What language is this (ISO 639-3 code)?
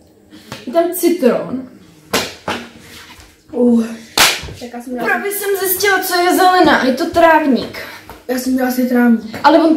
ces